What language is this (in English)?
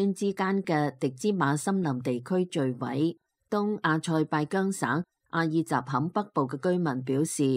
Cantonese